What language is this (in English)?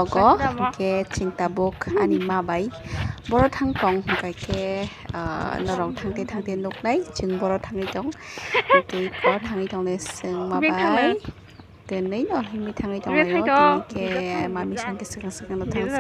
Kok Borok